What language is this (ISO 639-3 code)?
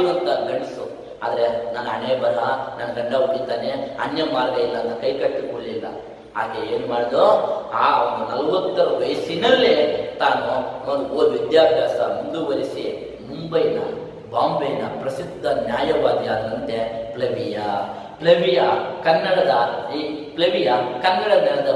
kan